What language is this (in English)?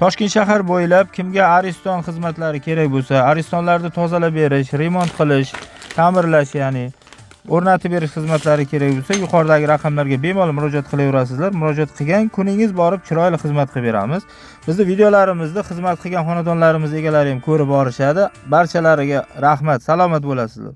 Uzbek